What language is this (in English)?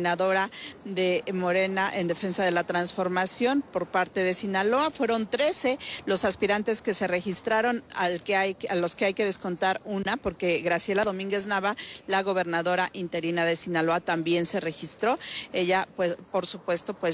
Spanish